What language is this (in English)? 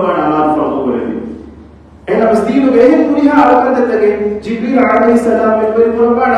Divehi